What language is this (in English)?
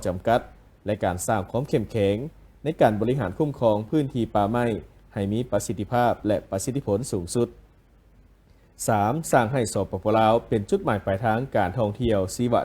Lao